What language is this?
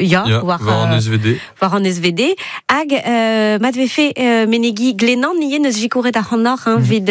Breton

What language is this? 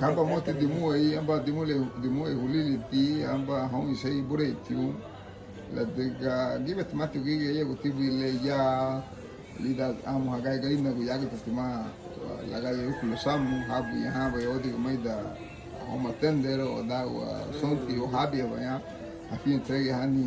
Garifuna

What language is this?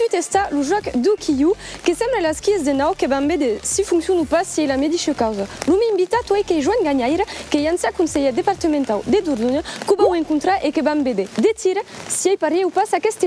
Occitan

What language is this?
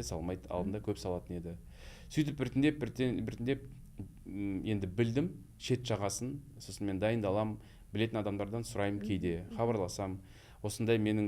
Kazakh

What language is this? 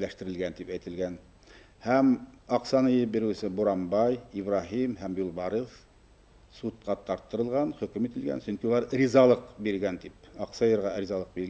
Bashkir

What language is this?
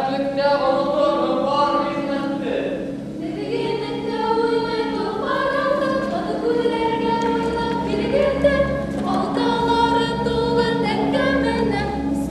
Bashkir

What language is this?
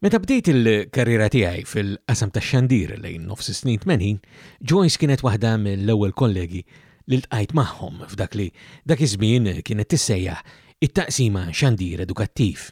Maltese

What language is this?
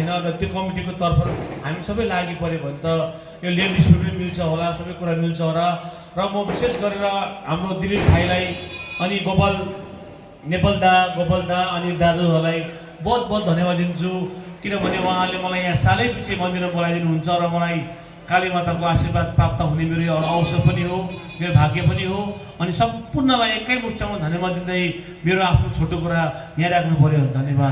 Nepali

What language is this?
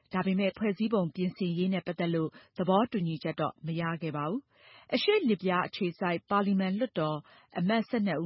Burmese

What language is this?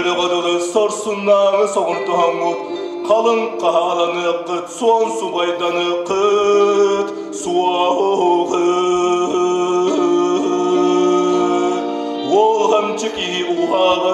Yakut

